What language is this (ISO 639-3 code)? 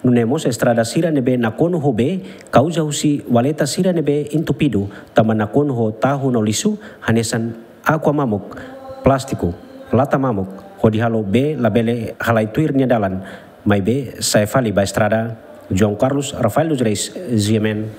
tet